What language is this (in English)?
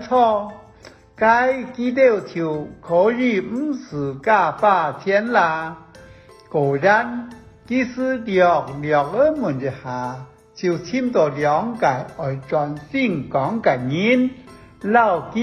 Hakka Chinese